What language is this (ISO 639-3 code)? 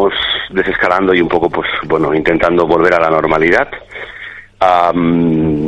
spa